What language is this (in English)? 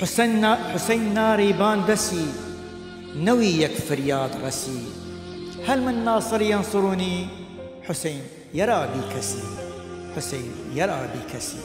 Southern Kurdish